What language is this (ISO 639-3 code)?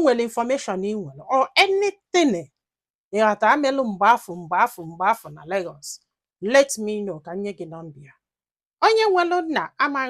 ibo